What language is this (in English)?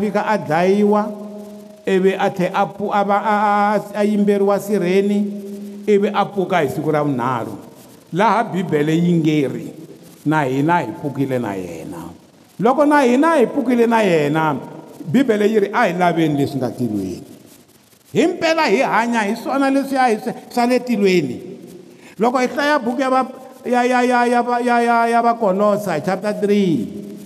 Tsonga